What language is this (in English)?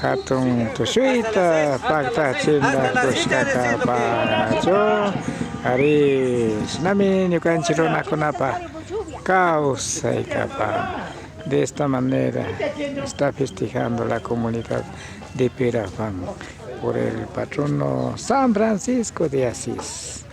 Imbabura Highland Quichua